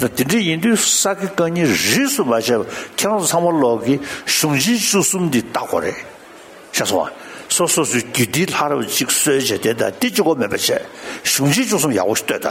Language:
Tibetan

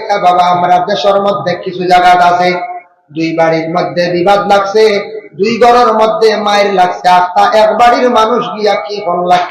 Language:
Sylheti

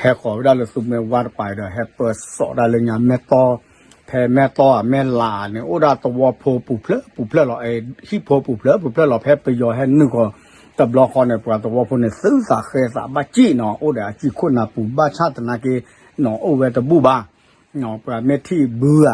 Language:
S'gaw Karen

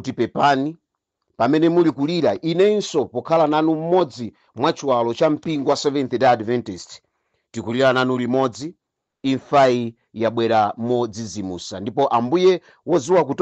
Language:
Nyanja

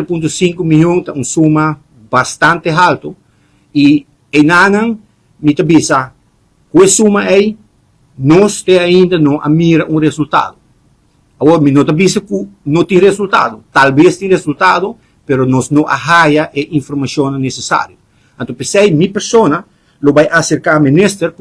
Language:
Papiamento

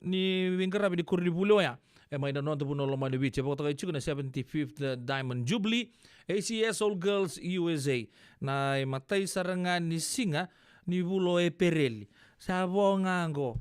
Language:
Fijian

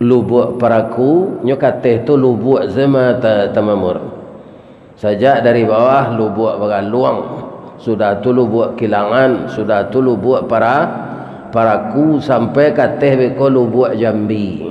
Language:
Minangkabau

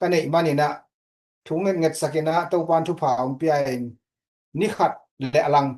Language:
Tedim Chin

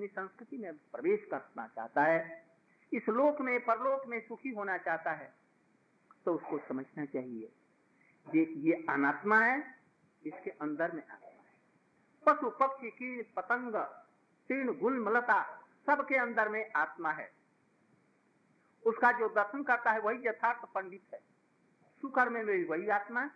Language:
Hindi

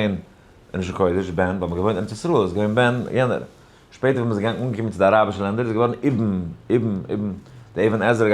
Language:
Yiddish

